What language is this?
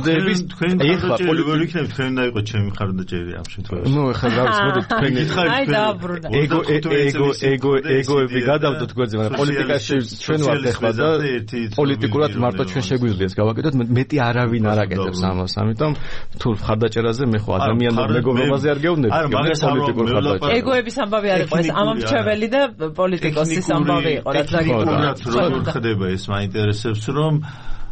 Georgian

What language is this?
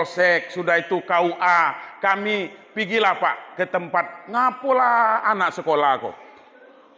Minangkabau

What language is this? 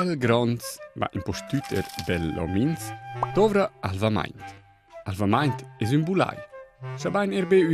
Romansh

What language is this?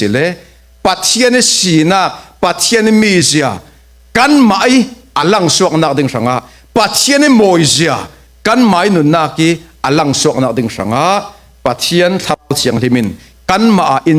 Falam Chin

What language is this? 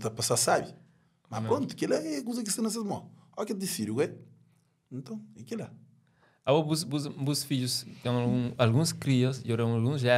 Kabuverdianu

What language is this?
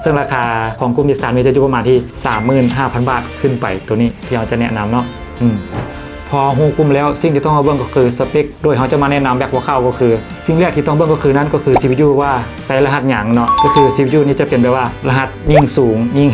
Lao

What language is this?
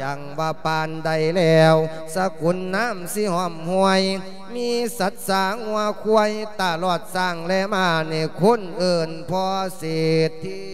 Lao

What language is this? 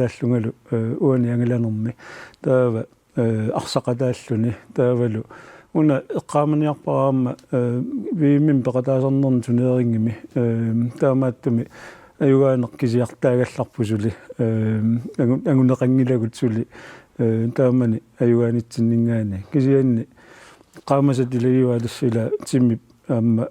Kalaallisut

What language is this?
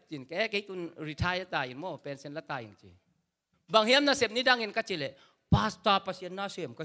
Tedim Chin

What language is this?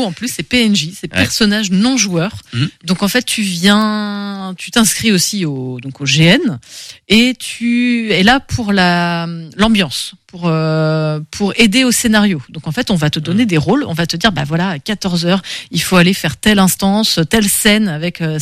French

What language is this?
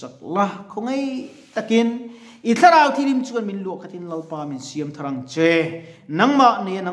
Mizo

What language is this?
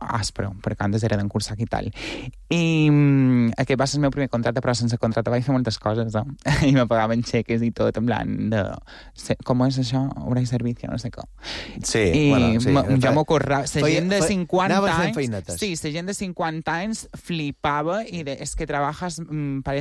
Catalan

